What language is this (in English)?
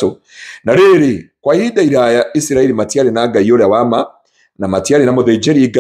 Kikuyu